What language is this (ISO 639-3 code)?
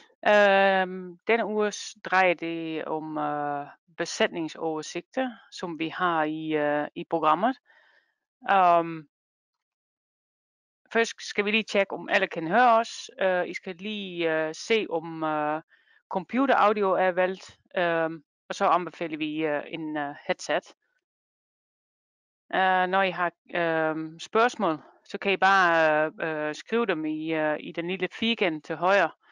dan